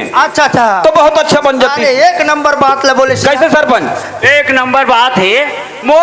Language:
Chhattisgarhi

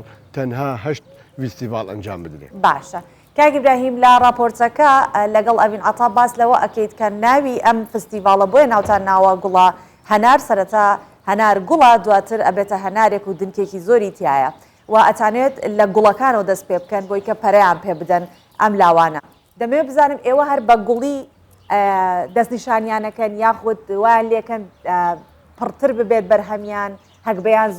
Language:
Central Kurdish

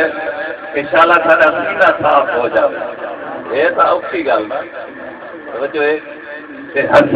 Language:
Saraiki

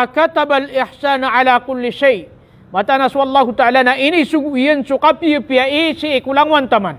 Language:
Maranao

